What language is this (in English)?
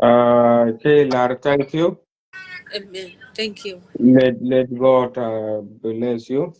Nuer